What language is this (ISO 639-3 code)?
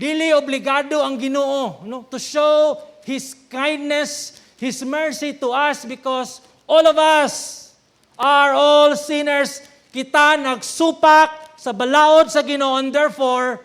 ceb